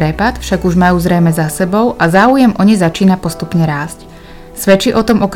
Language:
Slovak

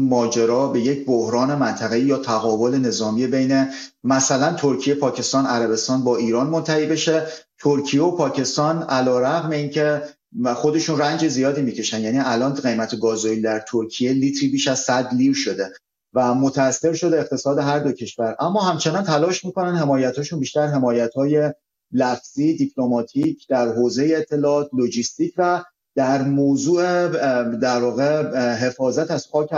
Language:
Persian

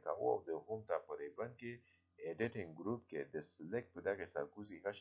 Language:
Pashto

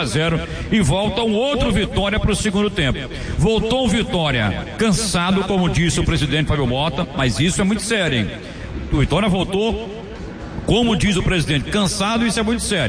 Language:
Portuguese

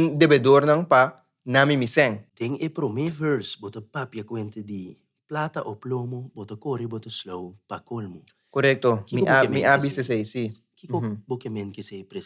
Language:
Papiamento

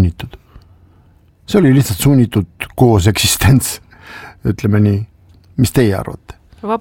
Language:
Estonian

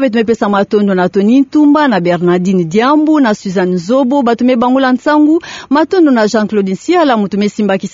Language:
Kituba (Democratic Republic of Congo)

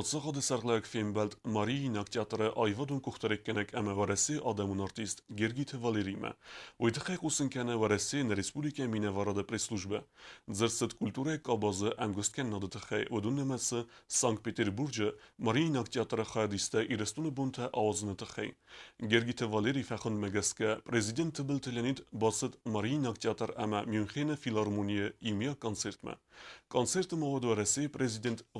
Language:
Ossetic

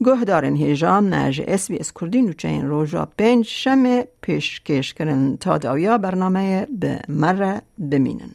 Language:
Kurdish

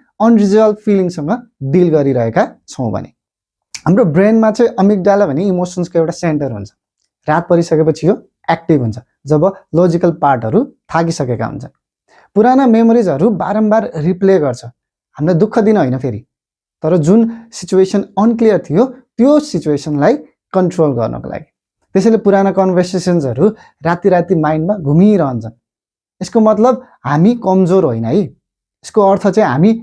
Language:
Nepali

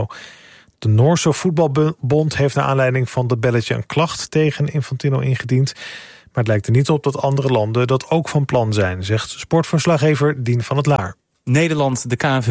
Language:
Dutch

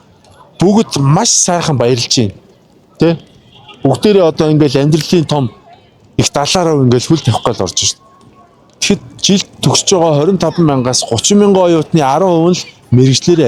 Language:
Mongolian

